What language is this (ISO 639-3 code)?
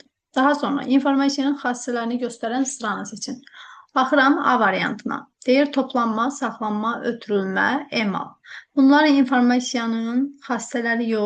aze